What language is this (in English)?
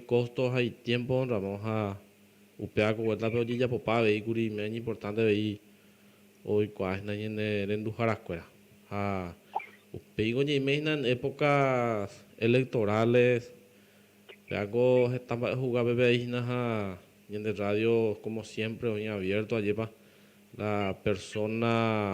Guarani